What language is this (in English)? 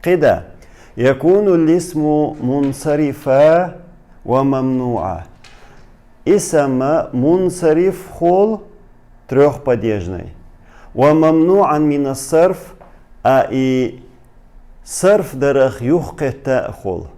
Chechen